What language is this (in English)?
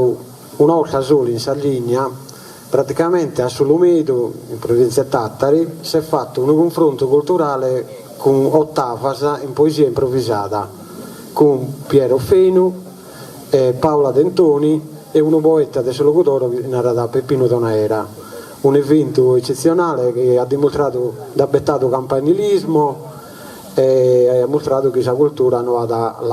Sardinian